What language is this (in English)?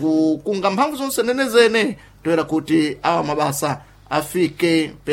Sena